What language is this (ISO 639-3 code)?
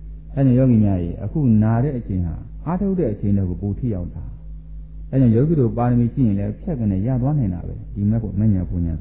mya